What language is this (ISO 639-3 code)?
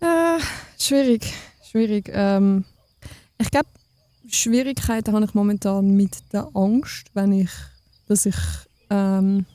gsw